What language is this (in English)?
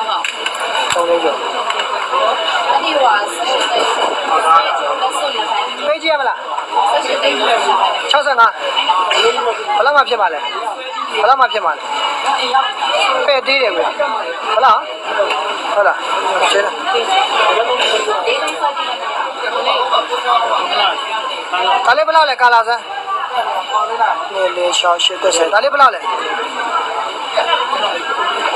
Burmese